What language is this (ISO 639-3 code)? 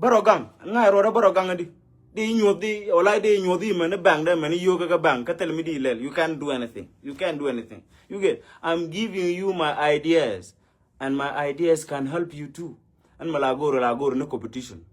nus